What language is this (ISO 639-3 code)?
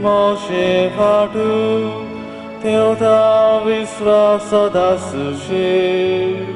kok